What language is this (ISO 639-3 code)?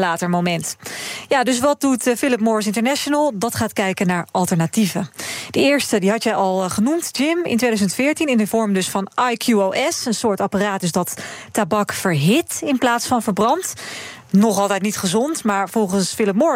nld